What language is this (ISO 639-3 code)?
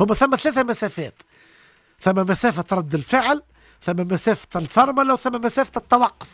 aeb